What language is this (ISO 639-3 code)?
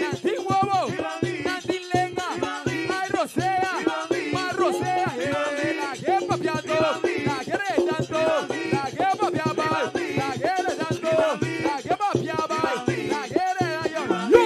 pap